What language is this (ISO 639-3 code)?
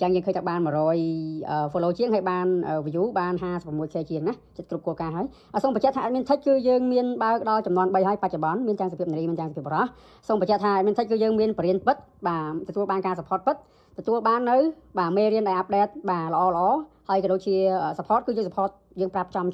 khm